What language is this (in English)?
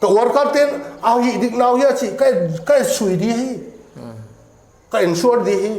Paite Chin